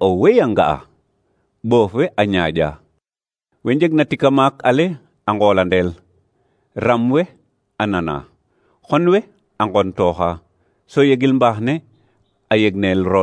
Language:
Serer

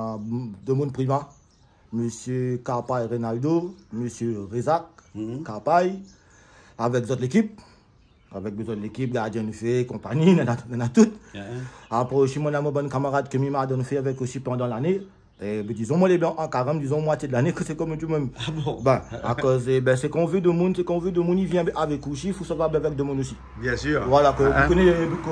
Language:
Réunion Creole French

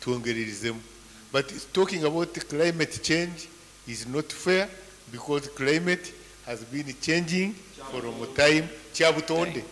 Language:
Nyankole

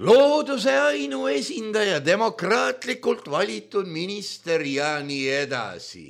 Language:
Estonian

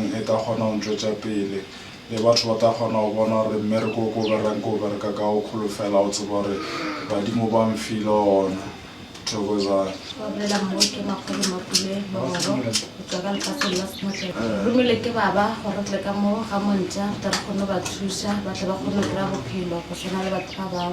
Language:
Northern Sotho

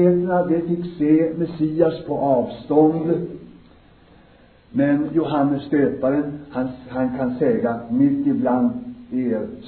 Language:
Swedish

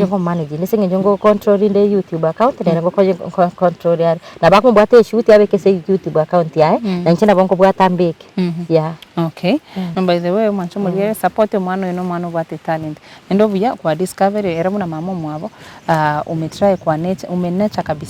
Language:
Gusii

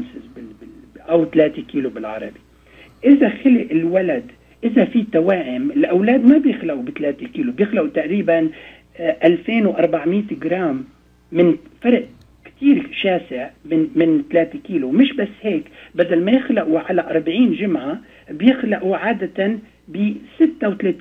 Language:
North Levantine Arabic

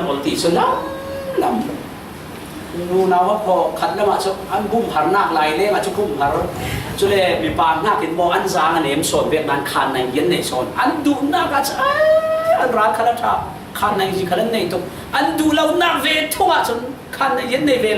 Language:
Falam Chin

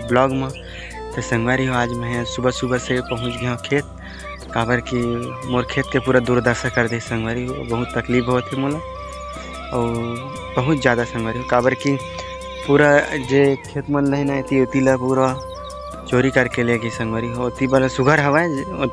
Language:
Chhattisgarhi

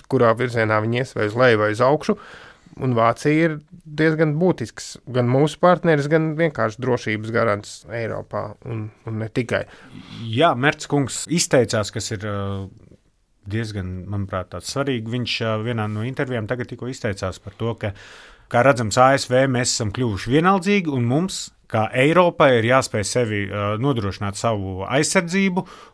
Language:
Latvian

